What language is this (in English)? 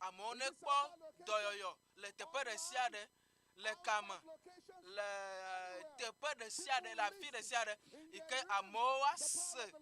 Ewe